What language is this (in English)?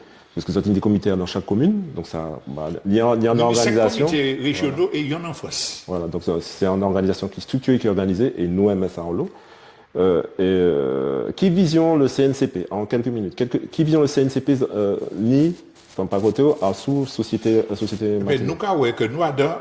Guadeloupean Creole French